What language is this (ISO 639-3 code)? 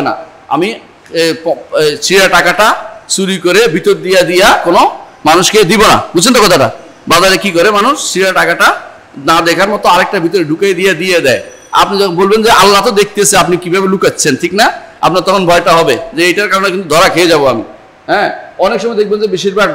ben